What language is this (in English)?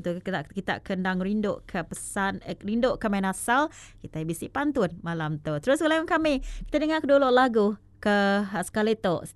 Iban